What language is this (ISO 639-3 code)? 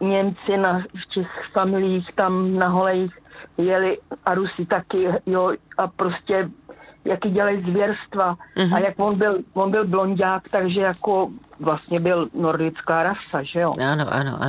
ces